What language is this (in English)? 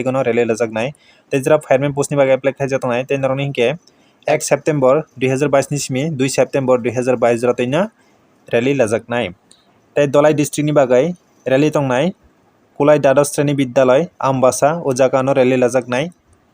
Kok Borok